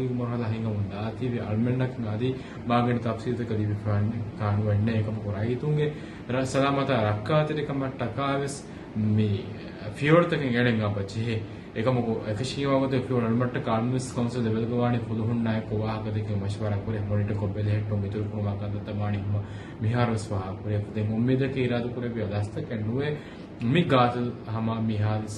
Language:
Divehi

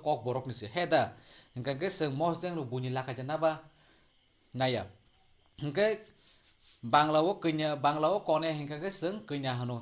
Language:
Kok Borok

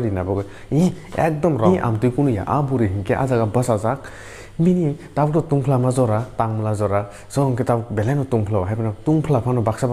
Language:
Kok Borok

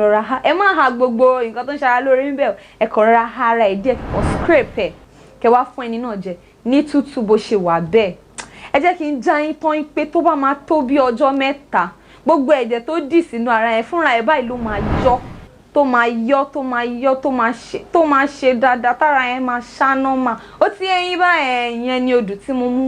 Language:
Yoruba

